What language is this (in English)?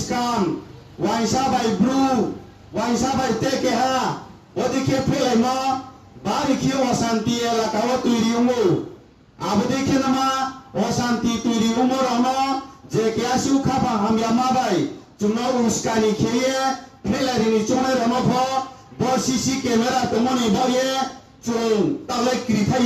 Riang (India)